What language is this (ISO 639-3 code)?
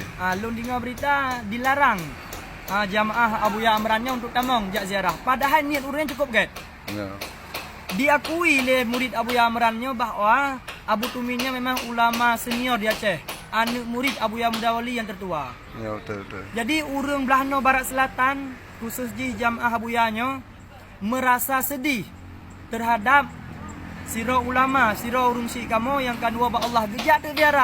ace